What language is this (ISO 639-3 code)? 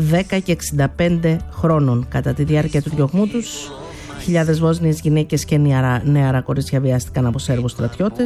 ell